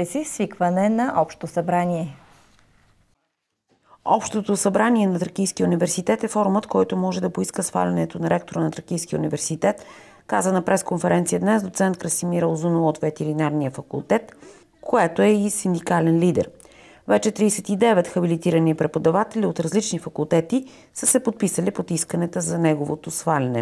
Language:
Bulgarian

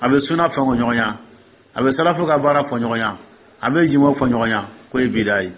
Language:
Dyula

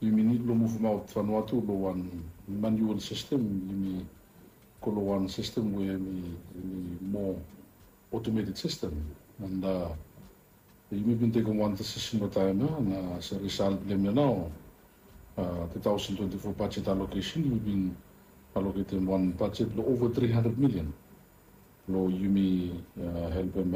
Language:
Bislama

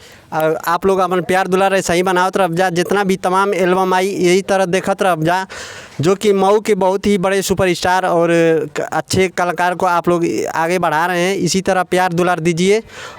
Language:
Bhojpuri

